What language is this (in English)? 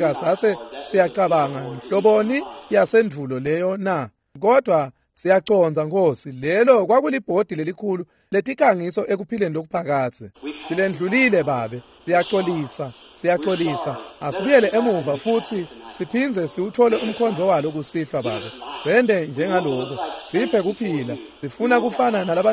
Swati